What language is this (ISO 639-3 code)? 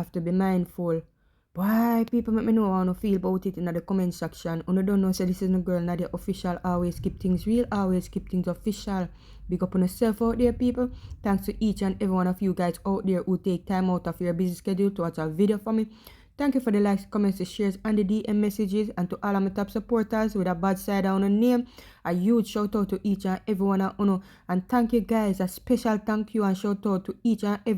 jam